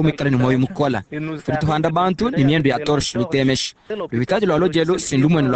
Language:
Luba-Lulua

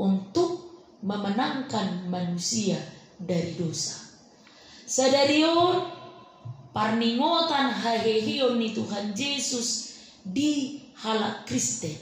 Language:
Batak Toba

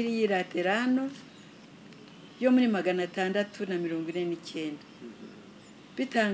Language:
Kinyarwanda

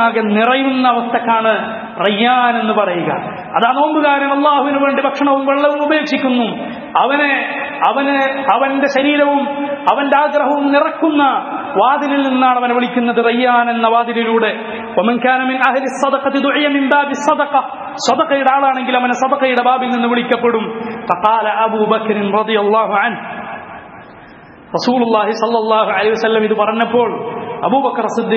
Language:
Malayalam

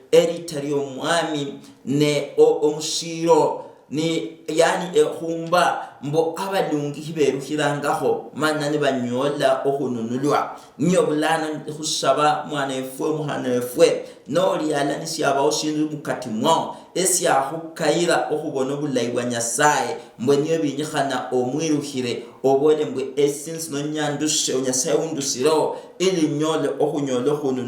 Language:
Luyia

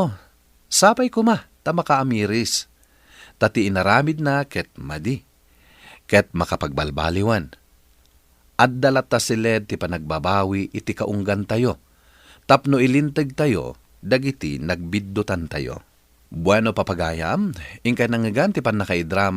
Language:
Iloko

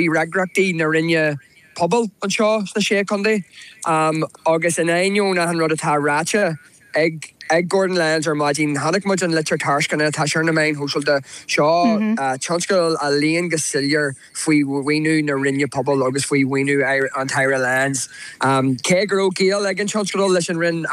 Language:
Irish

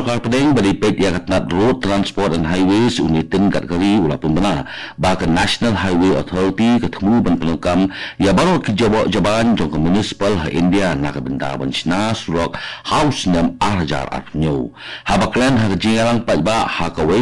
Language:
Khasi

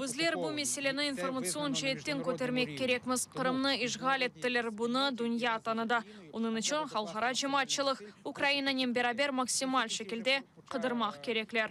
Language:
Crimean Tatar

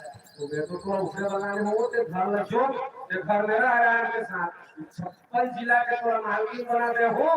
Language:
Chhattisgarhi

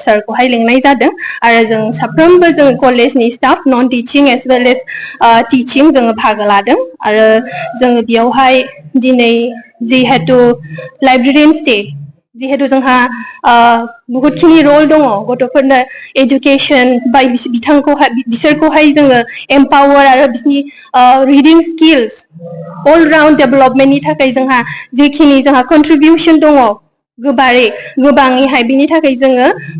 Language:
Bodo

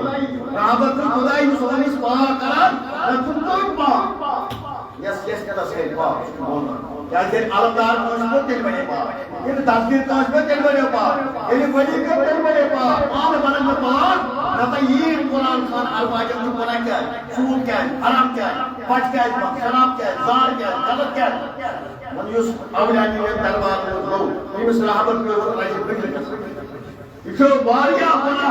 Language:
Kashmiri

